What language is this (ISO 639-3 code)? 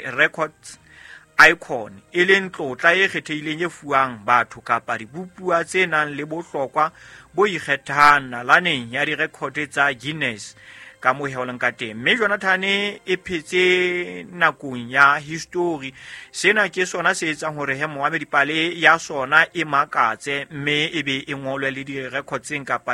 sot